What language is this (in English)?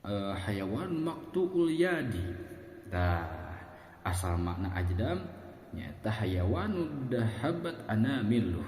Sundanese